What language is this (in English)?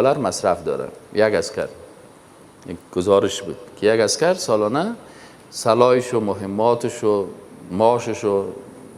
Persian